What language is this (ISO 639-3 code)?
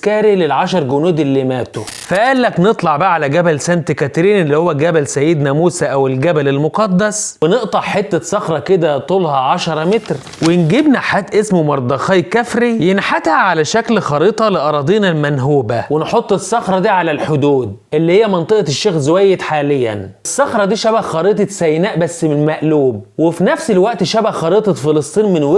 arz